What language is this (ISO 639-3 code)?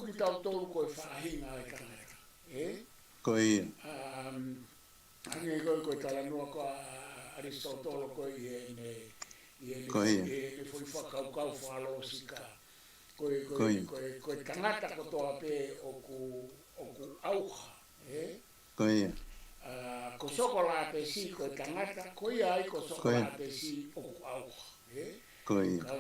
ton